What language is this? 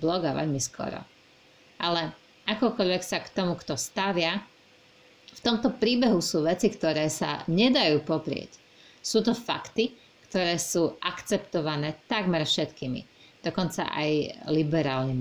Slovak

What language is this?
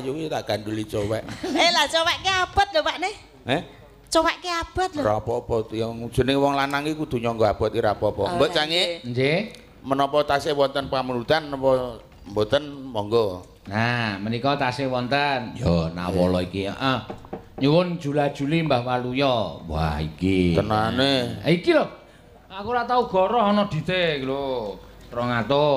Javanese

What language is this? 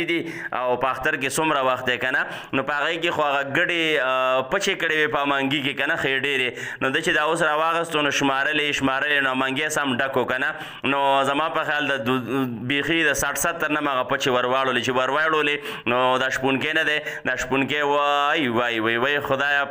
Pashto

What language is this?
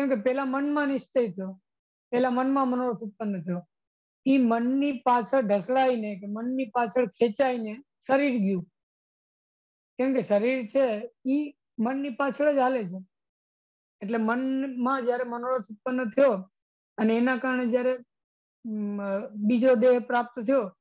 Gujarati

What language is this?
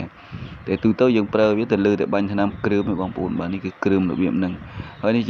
Khmer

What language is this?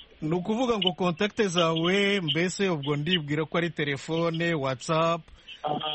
Kinyarwanda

